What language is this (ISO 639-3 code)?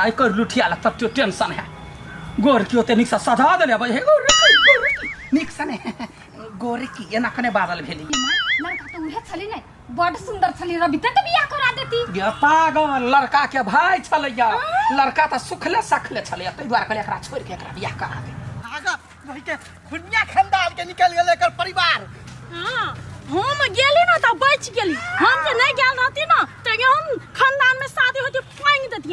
mai